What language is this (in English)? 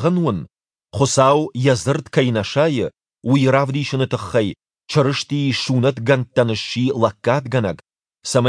Ossetic